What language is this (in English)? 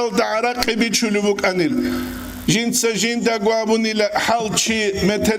Avaric